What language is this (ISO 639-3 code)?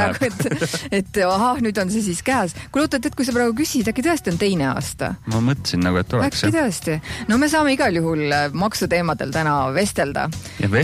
est